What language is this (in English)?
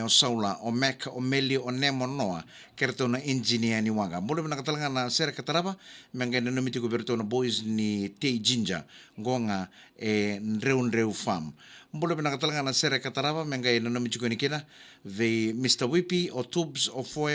Fijian